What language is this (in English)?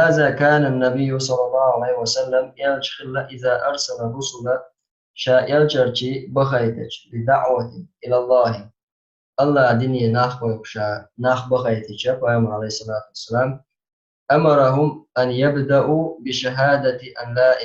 Chechen